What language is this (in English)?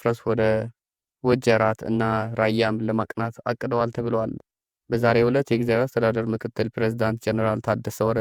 Amharic